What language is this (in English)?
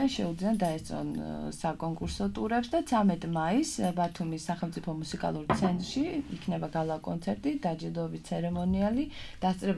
Georgian